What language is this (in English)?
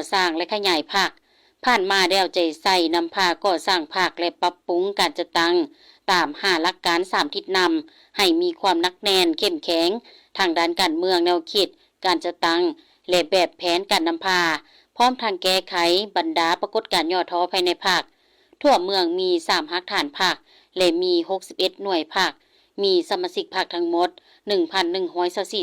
Lao